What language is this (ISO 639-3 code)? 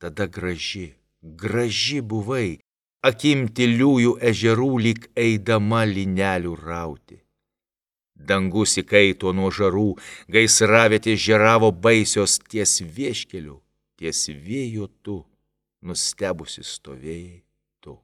lit